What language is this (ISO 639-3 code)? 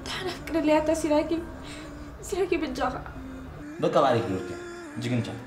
tir